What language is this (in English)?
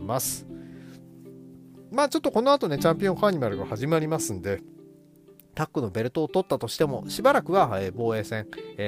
Japanese